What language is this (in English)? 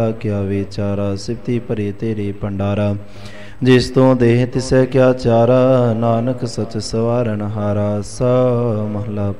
Punjabi